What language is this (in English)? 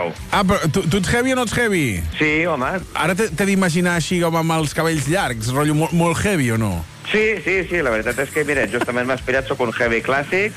Catalan